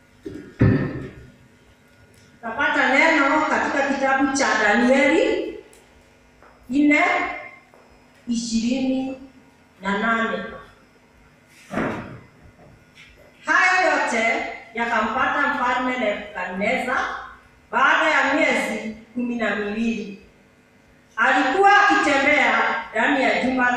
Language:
Swahili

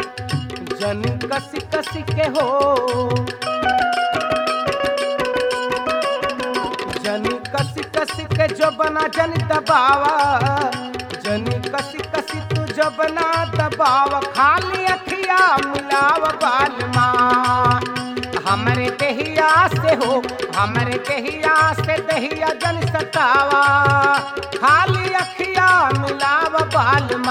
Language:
Bhojpuri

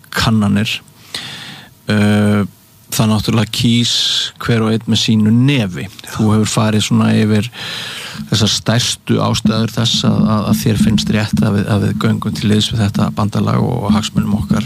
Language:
Icelandic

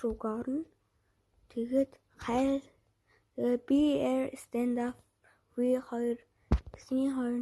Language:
Mongolian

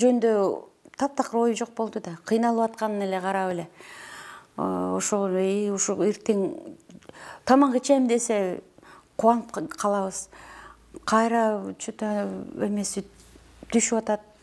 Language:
Kyrgyz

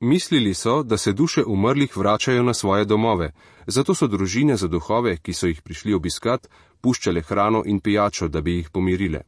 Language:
Slovenian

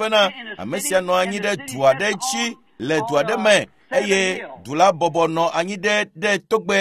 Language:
Ewe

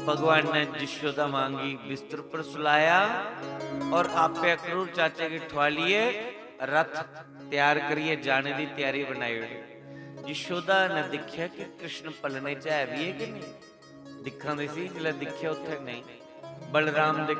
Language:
Dogri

